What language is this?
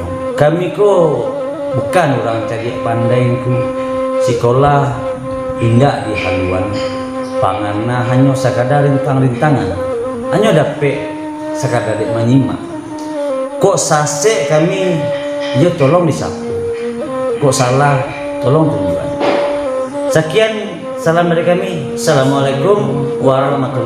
Minangkabau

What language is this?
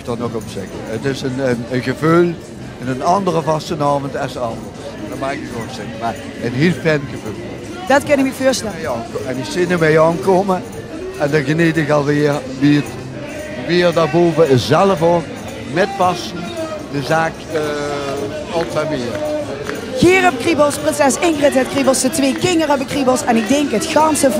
Limburgish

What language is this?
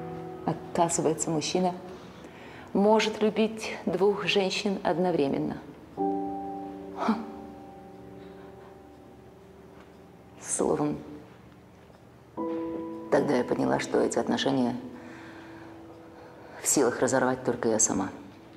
Russian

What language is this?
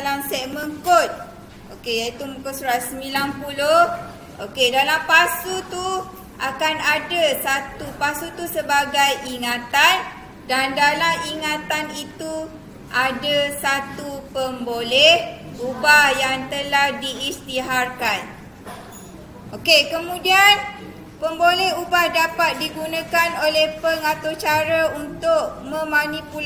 Malay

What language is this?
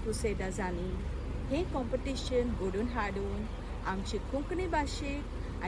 Konkani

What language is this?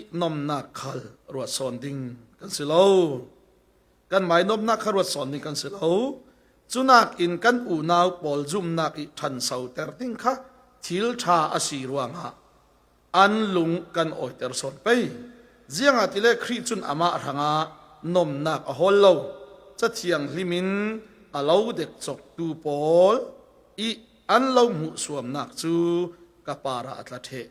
Falam Chin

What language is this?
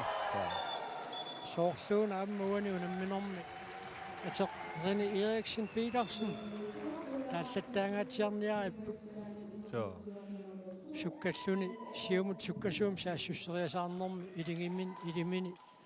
Kalaallisut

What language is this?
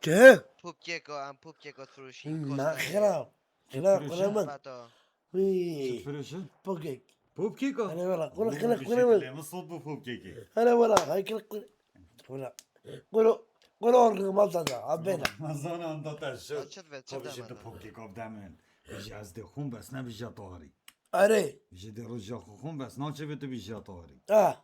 Kurdish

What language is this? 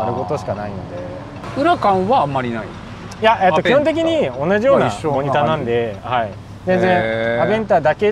Japanese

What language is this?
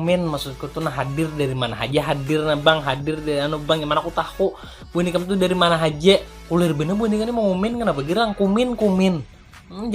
Banjar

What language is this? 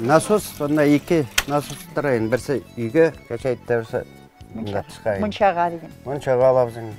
Bashkir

